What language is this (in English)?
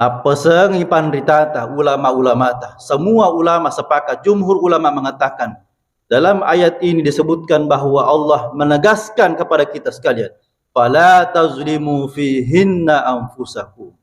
Buginese